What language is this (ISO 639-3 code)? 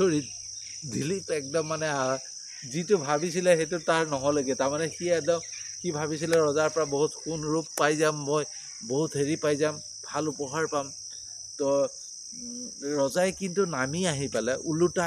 asm